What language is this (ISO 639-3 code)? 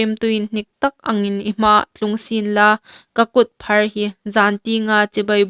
hmr